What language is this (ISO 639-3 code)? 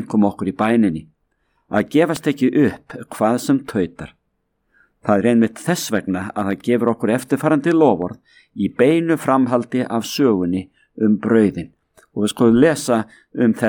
isl